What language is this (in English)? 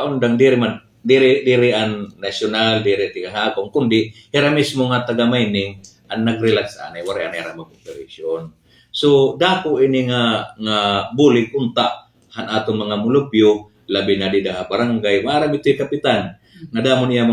Waray